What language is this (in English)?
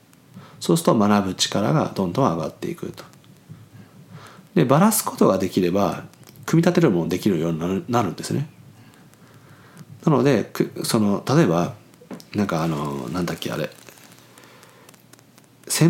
Japanese